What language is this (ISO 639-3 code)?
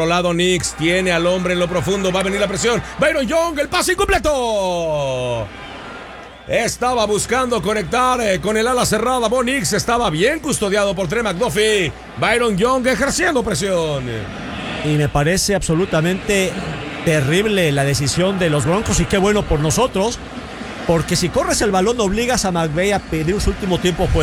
spa